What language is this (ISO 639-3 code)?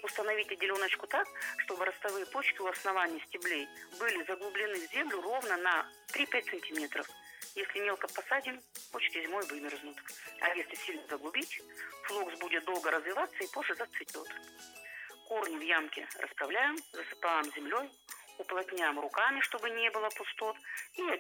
rus